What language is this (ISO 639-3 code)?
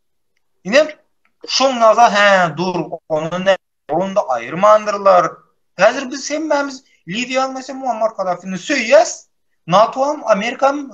tuk